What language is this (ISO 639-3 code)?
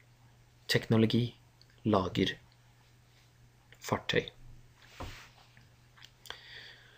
nor